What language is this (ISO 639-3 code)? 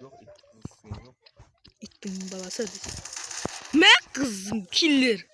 kaa